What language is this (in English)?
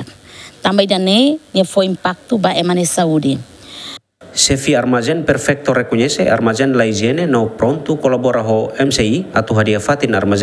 Tetum